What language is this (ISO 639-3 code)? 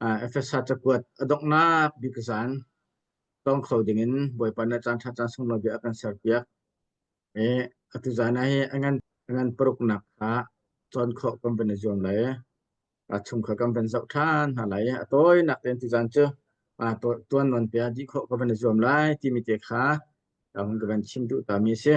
cnh